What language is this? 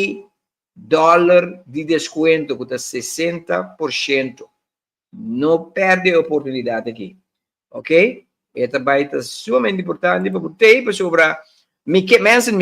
Papiamento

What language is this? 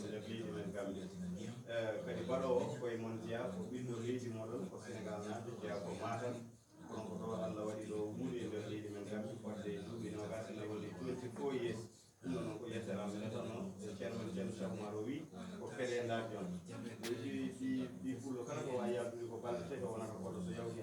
Fula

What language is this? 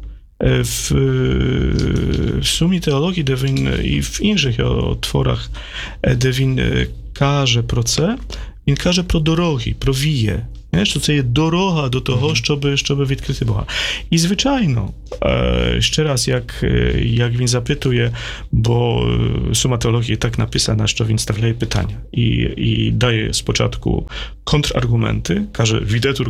Ukrainian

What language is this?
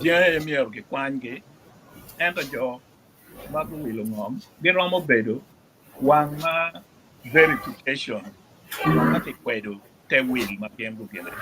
Acoli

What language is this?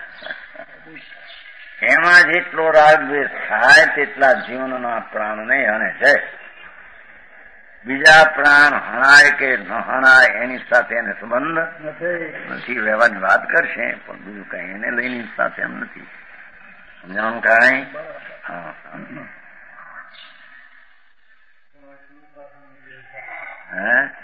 Gujarati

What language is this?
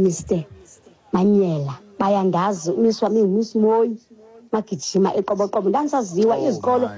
Xhosa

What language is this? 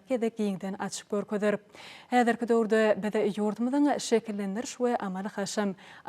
Turkmen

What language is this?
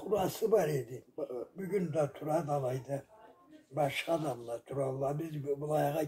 Karachay-Balkar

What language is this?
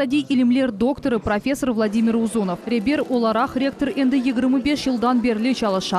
Crimean Tatar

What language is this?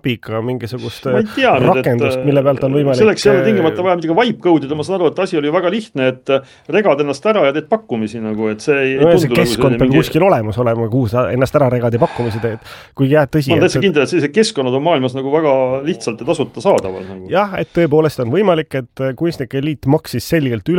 Estonian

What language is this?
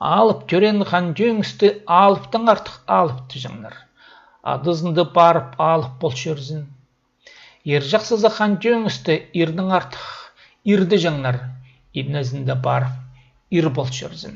Khakas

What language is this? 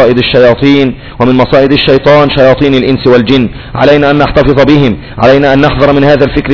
Arabic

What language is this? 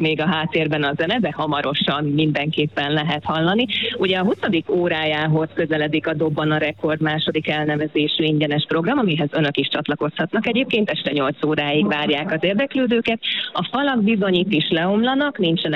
Hungarian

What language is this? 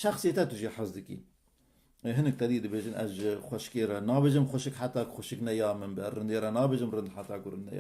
Kurdish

